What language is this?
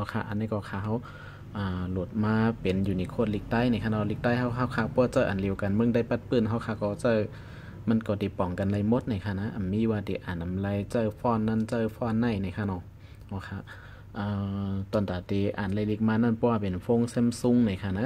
Shan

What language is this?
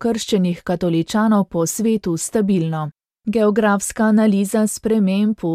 Slovenian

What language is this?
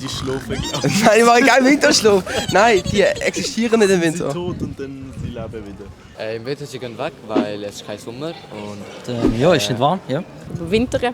Swiss German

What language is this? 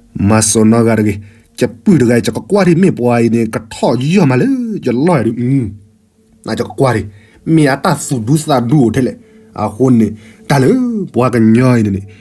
S'gaw Karen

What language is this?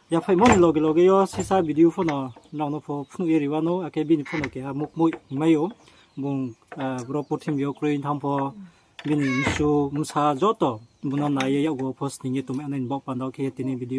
Riang (India)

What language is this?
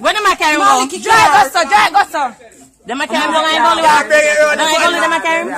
Jamaican Creole English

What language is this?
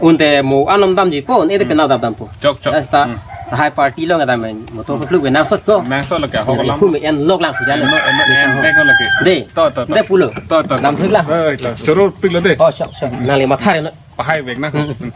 Karbi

